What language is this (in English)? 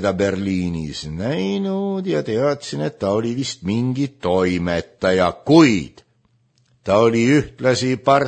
Estonian